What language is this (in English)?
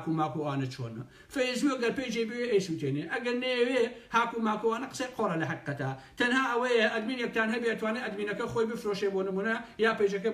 Central Kurdish